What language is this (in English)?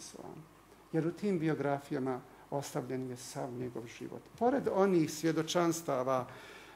Bosnian